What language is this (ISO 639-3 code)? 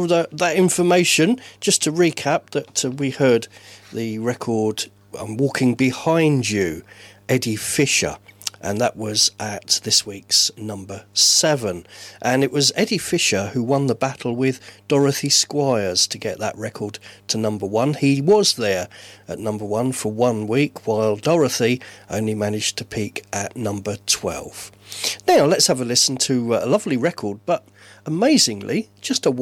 eng